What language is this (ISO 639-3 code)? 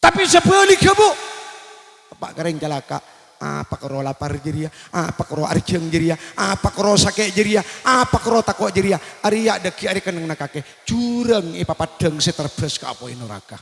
mad